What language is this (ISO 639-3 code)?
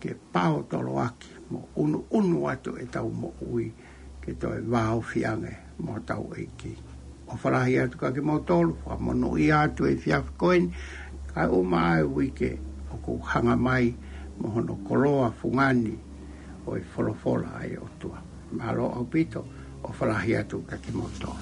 ton